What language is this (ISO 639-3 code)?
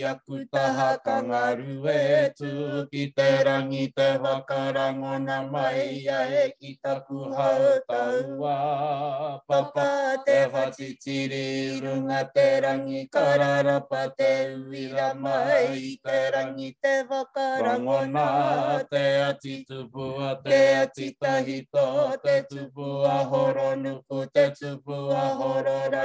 mri